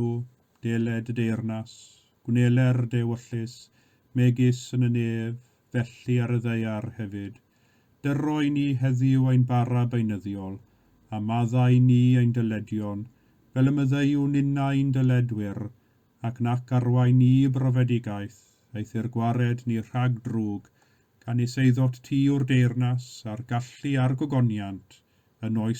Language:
Welsh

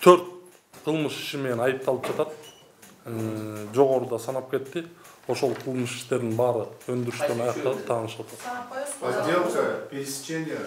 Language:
Kyrgyz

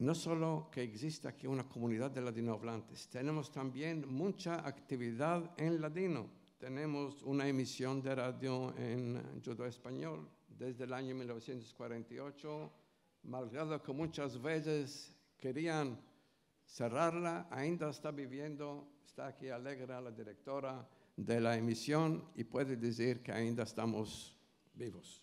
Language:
Ladino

